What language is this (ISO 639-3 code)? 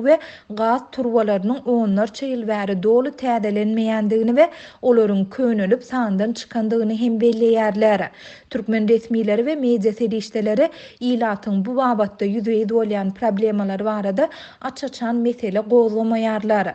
tuk